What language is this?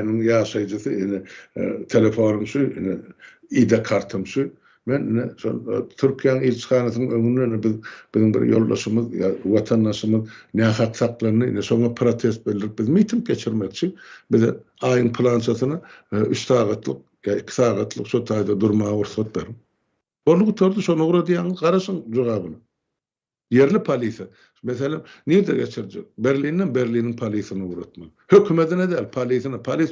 Turkmen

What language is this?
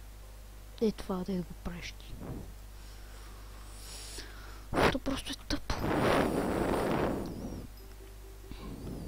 Bulgarian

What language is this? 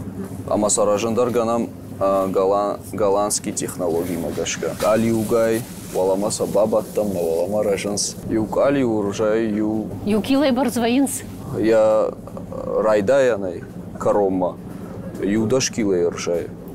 Ossetic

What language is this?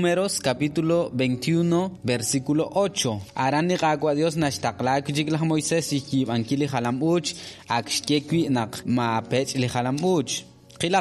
Kekchí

